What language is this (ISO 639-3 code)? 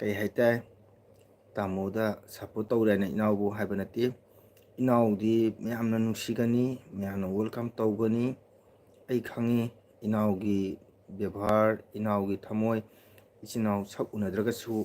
mni